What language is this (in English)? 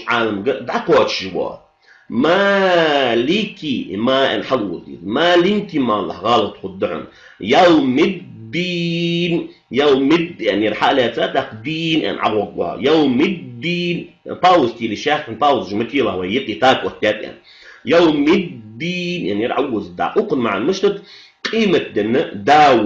Ingush